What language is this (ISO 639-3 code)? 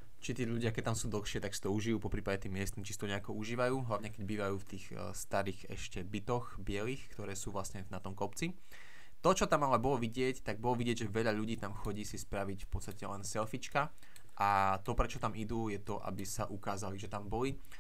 slk